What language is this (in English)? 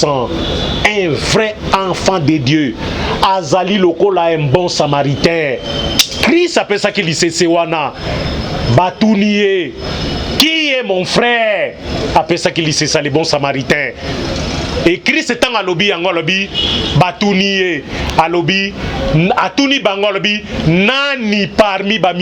Lingala